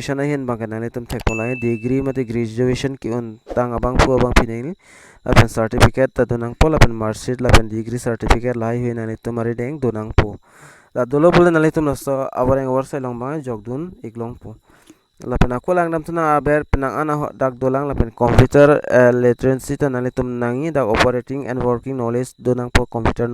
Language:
Karbi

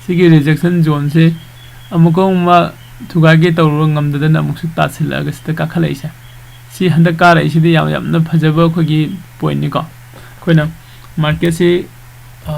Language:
Manipuri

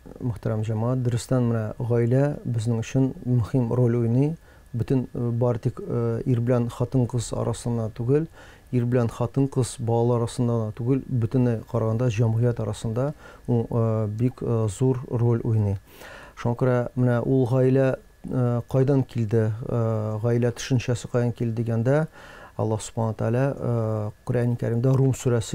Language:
Tatar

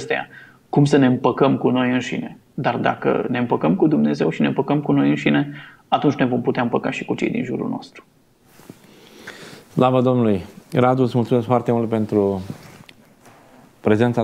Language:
Romanian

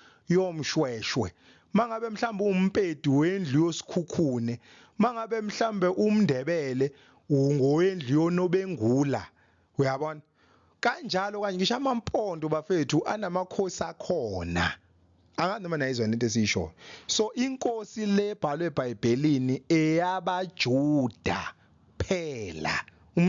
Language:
Zulu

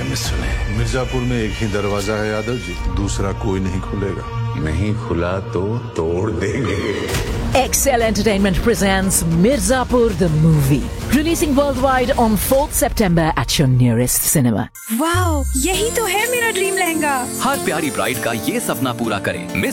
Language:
Hindi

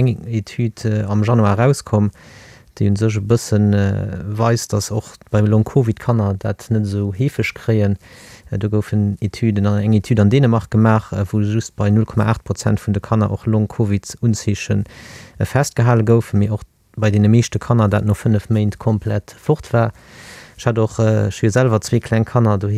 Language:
Luxembourgish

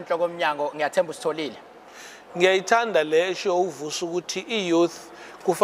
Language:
Zulu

